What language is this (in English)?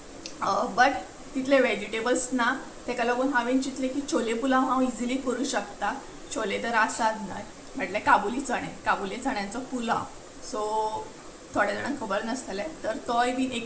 Konkani